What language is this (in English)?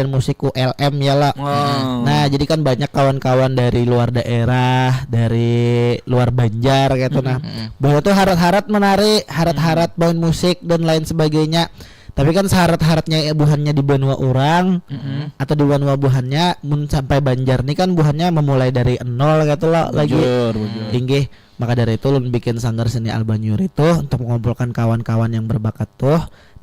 Banjar